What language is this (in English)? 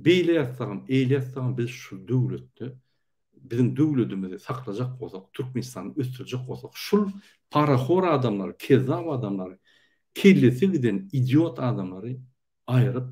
Turkmen